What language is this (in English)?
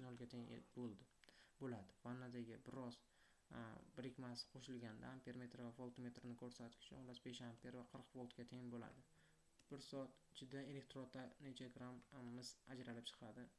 Uzbek